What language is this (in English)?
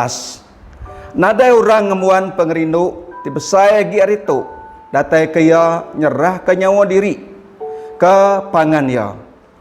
Iban